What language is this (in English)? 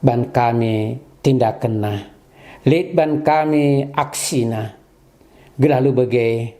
Batak Karo